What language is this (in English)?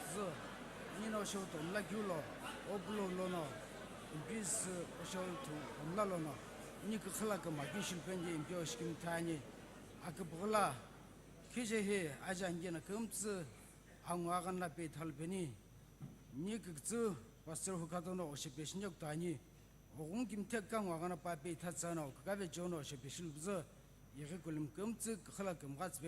Sumi Naga